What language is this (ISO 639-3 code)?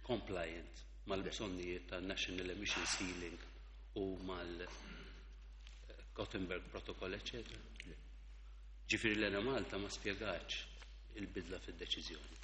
mlt